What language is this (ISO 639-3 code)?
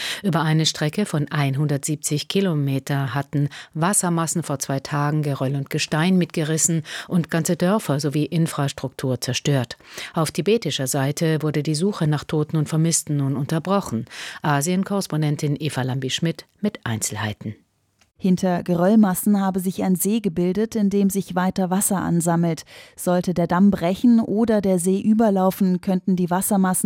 deu